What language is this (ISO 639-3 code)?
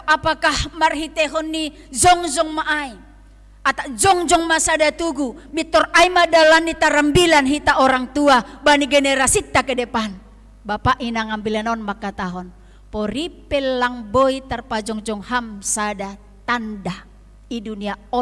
bts